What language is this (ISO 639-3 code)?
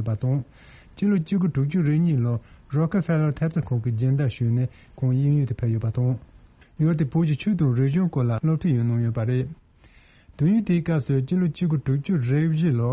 bod